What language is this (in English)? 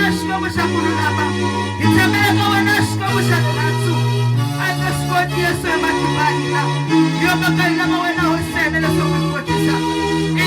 Tsonga